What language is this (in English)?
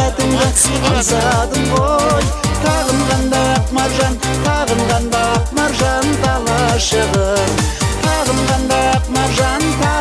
Kara-Kalpak